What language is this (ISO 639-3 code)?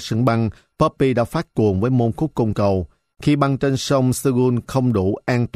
vie